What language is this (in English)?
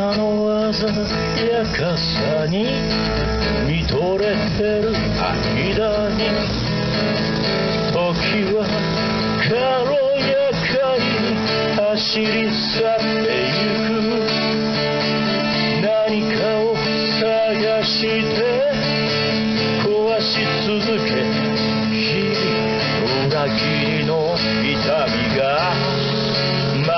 Japanese